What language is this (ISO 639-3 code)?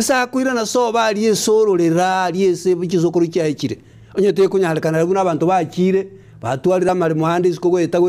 guz